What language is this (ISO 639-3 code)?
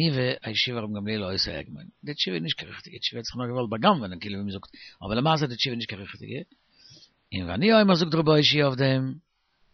yid